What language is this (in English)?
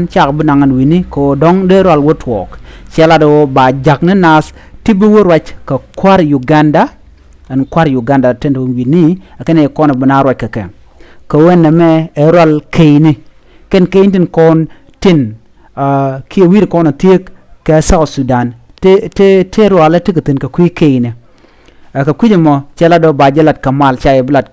Nuer